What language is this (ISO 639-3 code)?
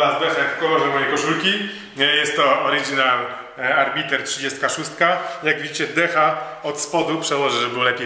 pol